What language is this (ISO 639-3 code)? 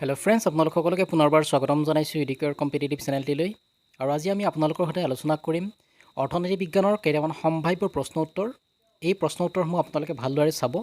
asm